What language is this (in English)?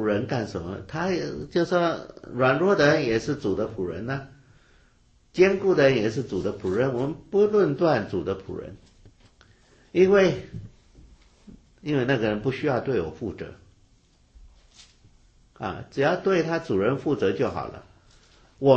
Chinese